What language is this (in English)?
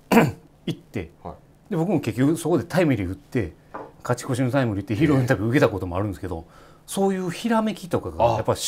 Japanese